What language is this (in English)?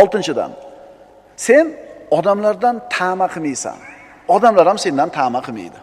Uzbek